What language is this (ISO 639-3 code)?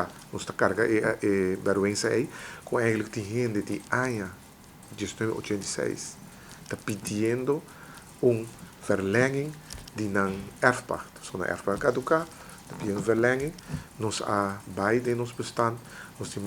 pap